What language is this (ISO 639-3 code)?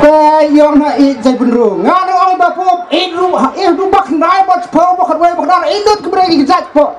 kha